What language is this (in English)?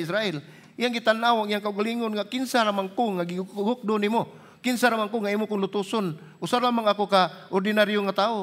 Cebuano